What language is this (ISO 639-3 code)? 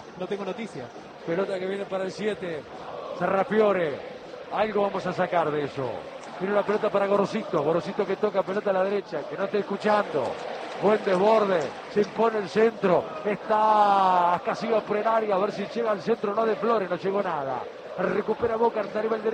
spa